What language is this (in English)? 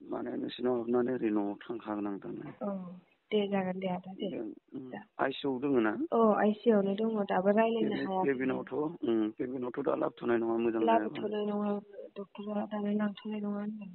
Bodo